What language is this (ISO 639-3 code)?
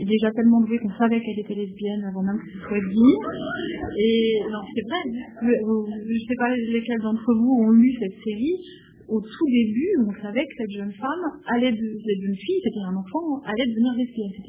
fra